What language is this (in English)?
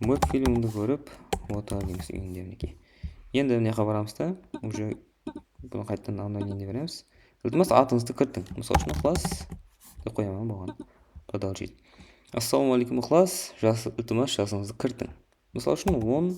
Kara-Kalpak